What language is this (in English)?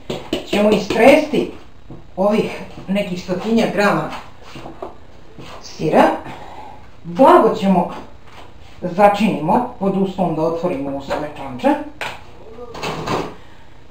Serbian